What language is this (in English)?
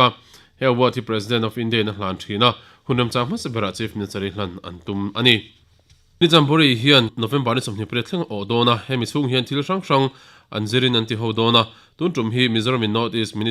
Mizo